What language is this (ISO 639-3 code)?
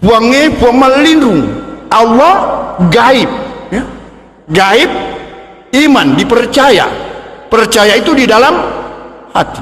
bug